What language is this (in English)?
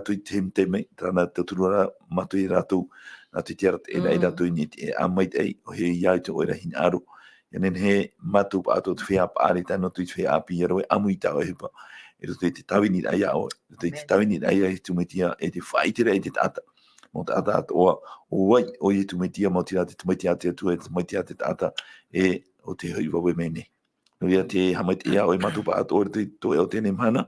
Tahitian